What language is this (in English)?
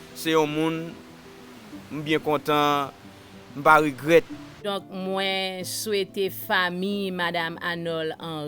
Haitian Creole